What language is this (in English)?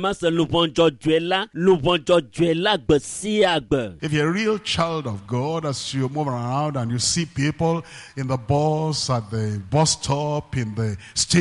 Ewe